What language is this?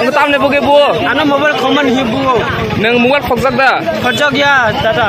Riang (India)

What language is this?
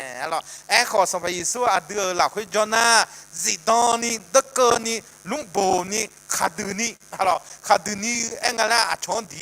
Akha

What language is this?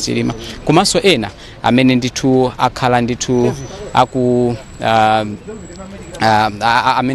Nyanja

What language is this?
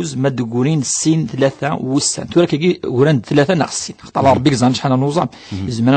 Kabyle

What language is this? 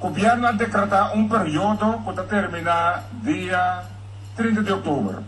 Papiamento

